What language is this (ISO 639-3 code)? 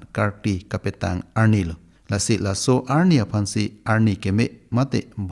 mjw